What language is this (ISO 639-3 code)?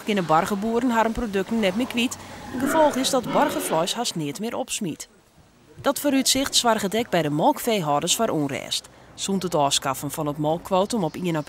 fry